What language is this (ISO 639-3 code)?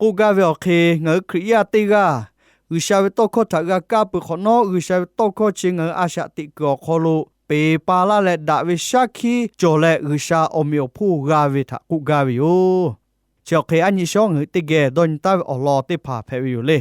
lhu